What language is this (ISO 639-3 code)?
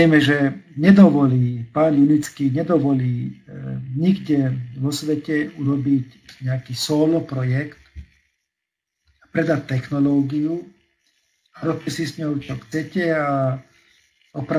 slk